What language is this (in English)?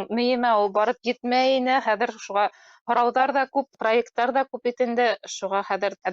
Bashkir